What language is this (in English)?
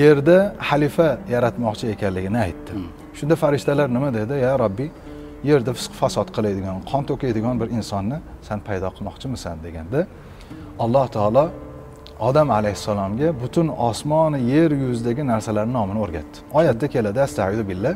Uzbek